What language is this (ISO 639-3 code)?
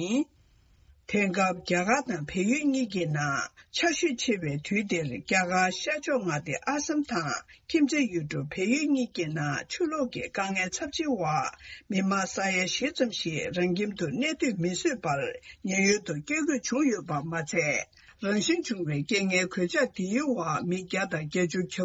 bod